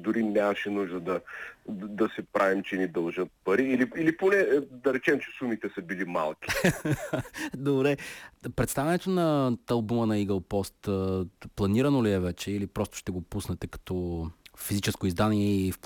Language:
Bulgarian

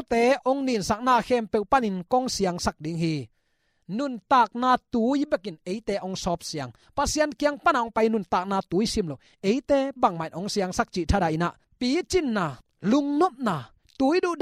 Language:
Tedim Chin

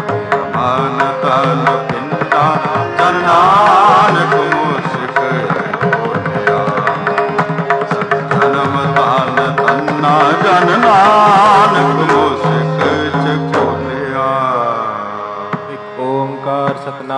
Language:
Punjabi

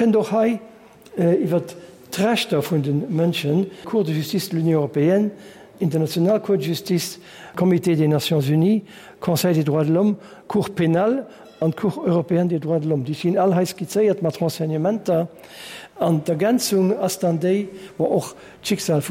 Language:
Luxembourgish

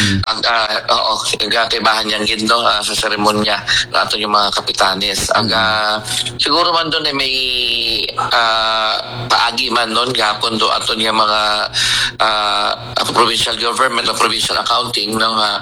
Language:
Aklanon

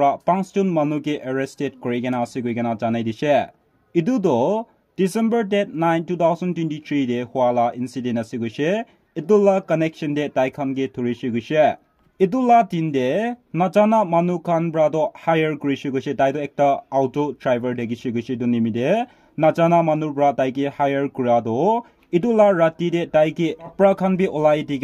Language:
Naga Pidgin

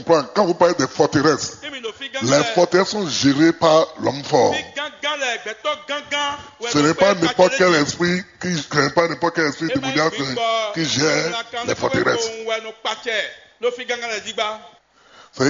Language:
French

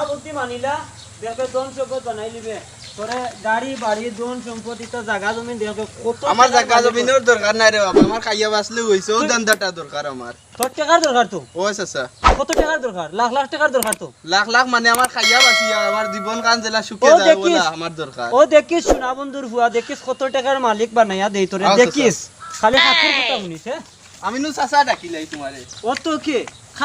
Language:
Sylheti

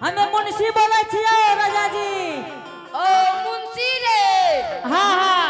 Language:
Angika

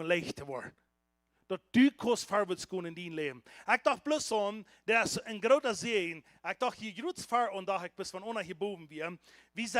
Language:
Plautdietsch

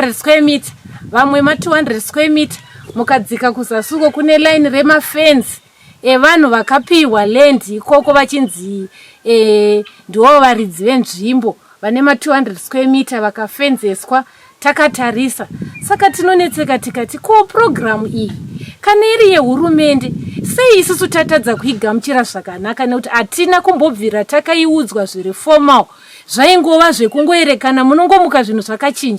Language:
Shona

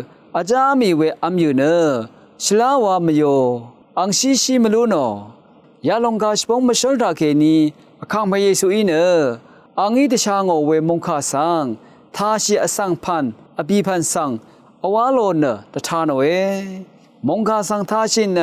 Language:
Rawang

